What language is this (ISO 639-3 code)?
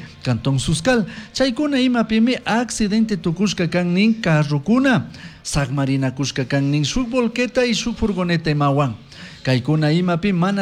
qug